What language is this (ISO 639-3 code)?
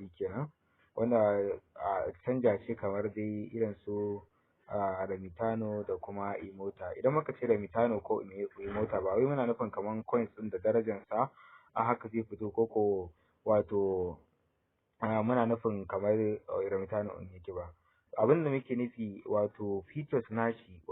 hau